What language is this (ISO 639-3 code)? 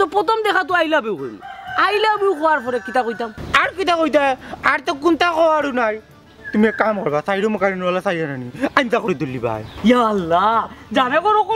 syl